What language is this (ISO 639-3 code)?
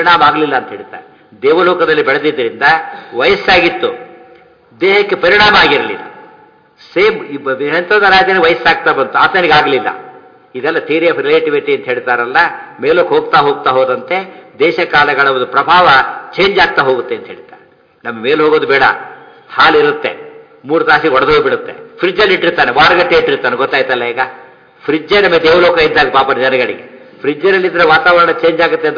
kan